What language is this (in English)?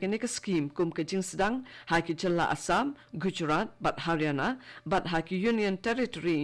Khasi